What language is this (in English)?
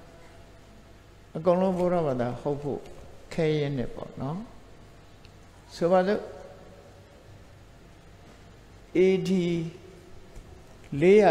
Burmese